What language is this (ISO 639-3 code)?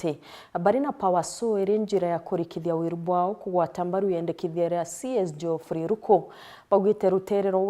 mer